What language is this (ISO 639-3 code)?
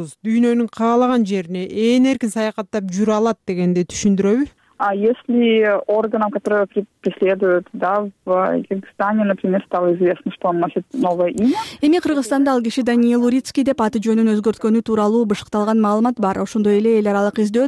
kir